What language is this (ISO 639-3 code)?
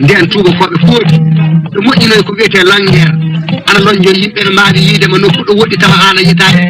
ful